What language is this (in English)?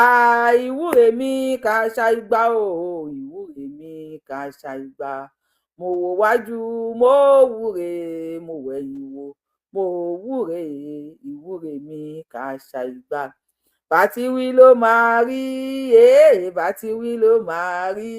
Yoruba